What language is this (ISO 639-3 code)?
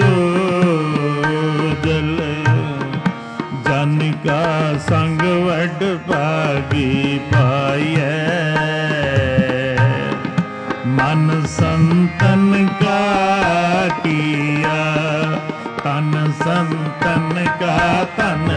pan